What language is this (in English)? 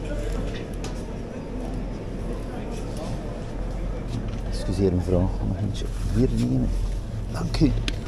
Dutch